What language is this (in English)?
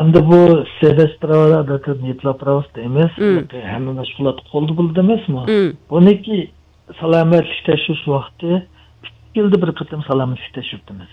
Uyghur